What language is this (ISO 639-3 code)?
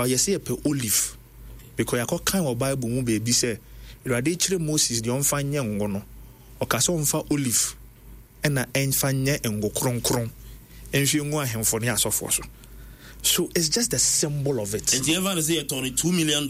aka